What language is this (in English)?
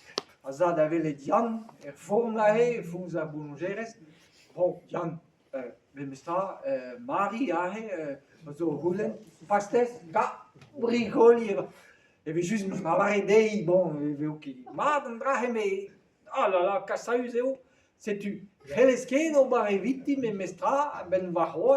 Breton